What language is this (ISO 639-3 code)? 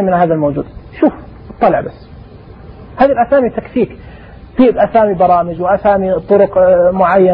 ars